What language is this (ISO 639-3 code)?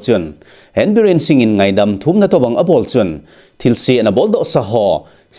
tcz